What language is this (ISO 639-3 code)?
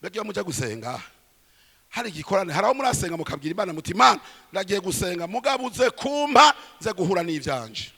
run